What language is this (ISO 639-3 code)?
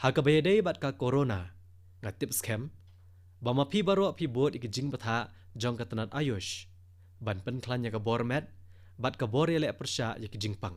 kha